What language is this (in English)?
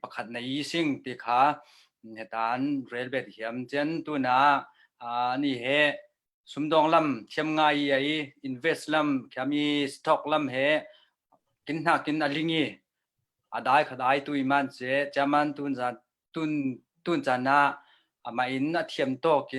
Falam Chin